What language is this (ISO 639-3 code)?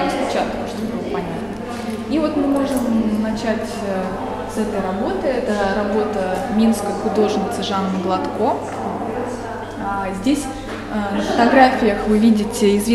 rus